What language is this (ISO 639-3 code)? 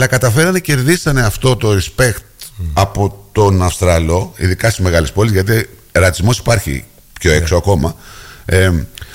ell